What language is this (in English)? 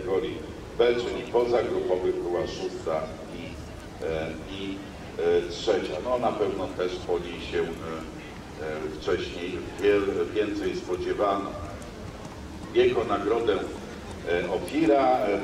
Polish